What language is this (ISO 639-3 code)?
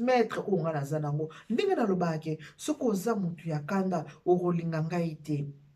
lin